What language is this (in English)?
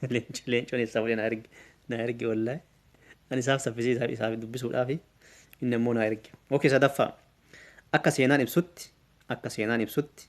Oromo